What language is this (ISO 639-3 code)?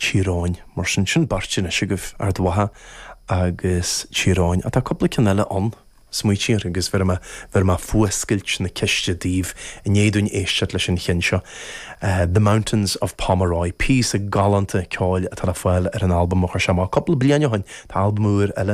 gle